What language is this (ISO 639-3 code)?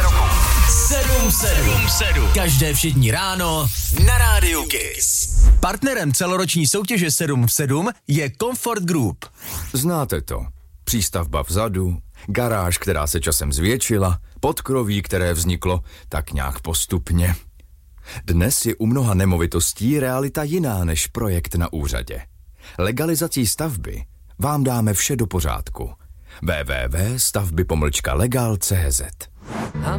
ces